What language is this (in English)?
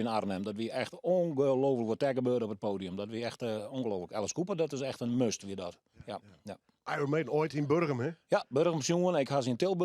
Western Frisian